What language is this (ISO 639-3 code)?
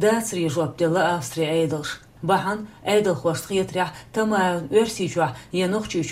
che